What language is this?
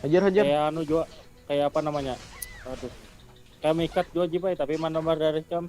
Banjar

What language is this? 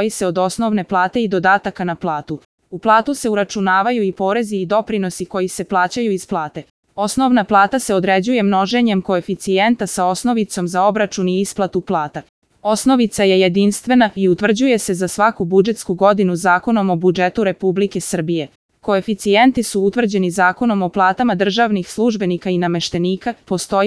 Serbian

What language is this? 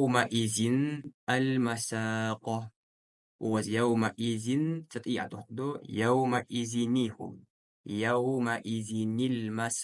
Ingush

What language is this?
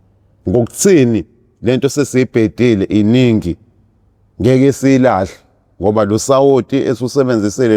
Zulu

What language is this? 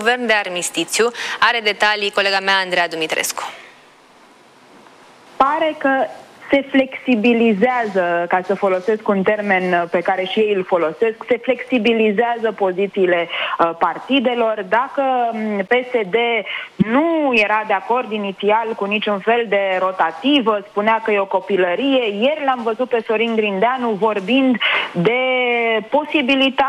Romanian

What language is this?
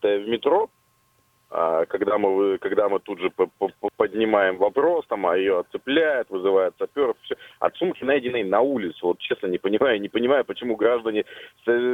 Russian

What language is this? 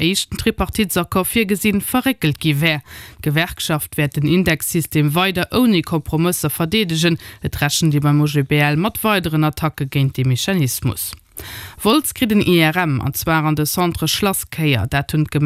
Luxembourgish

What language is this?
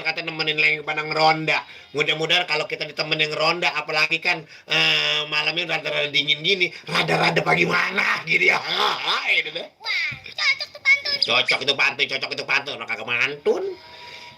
Betawi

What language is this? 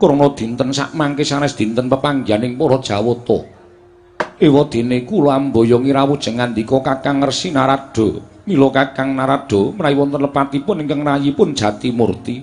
Javanese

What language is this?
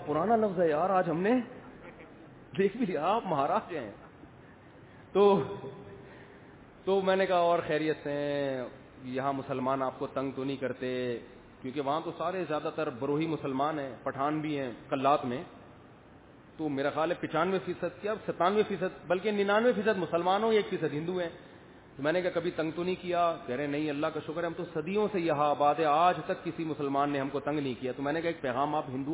Urdu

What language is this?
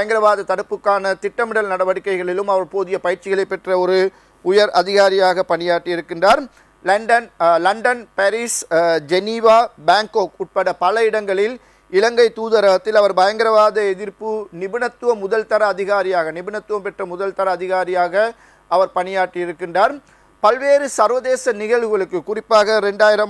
Tamil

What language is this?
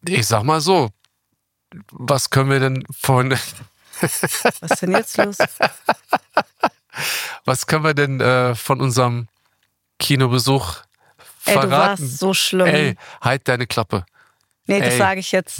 German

